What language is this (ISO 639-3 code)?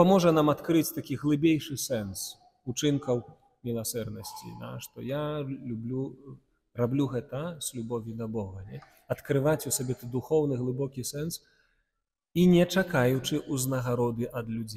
bel